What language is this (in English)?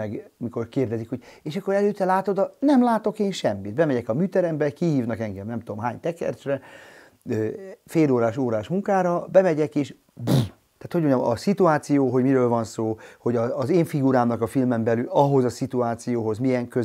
Hungarian